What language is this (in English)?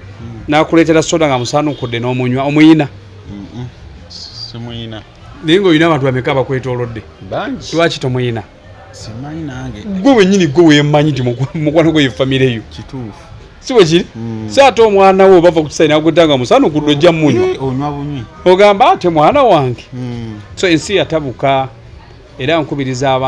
Ganda